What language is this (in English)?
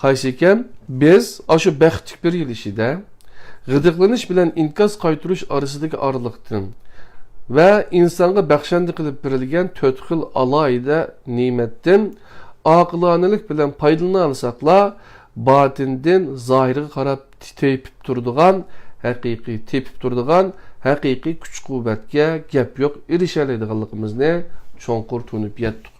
Uyghur